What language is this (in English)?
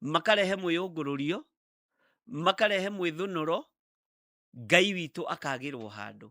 Kikuyu